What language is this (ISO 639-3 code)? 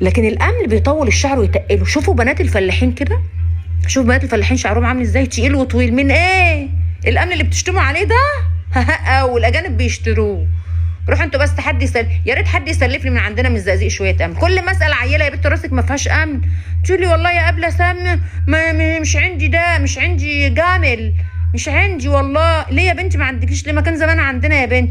arz